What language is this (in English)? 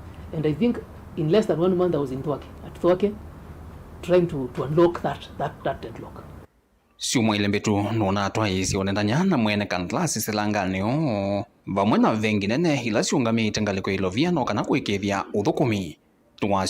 Kamba